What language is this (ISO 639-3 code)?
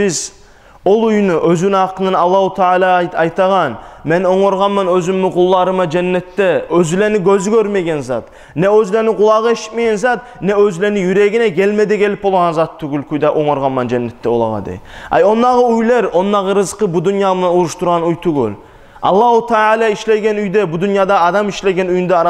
kum